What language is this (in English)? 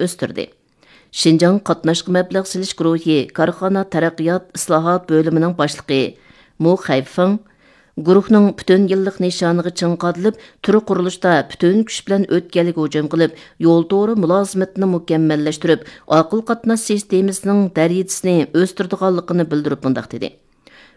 Uyghur